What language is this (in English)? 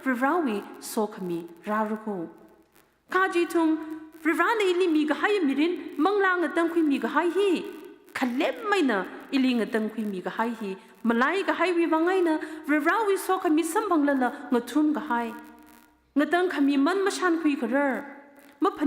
Tangkhul Naga (India)